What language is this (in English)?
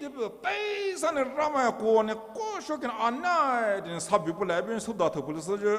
Poumei Naga